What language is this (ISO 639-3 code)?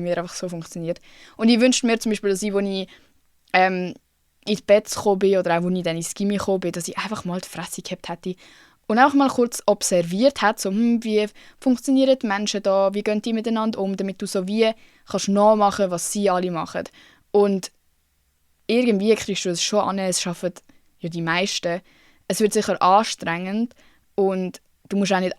gsw